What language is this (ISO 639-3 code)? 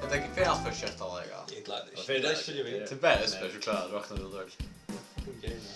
fao